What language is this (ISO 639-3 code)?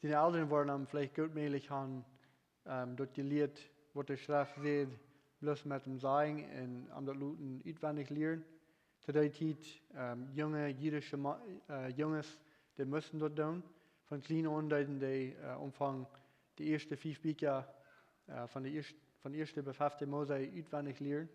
pdt